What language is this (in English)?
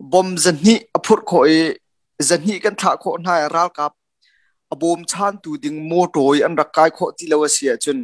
Hakha Chin